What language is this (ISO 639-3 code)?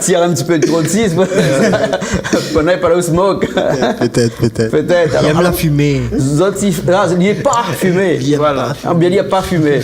rcf